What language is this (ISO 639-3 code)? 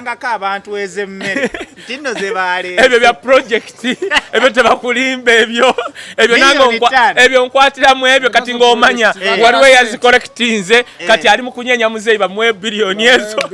lug